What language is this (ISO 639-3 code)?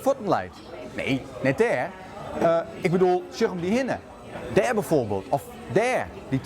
fry